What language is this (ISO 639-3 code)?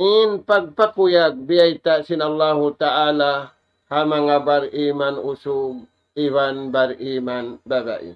tsg